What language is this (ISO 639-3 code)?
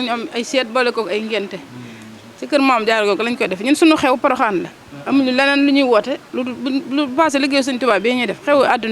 wol